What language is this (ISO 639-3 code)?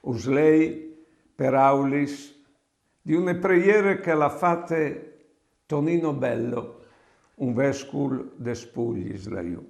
fur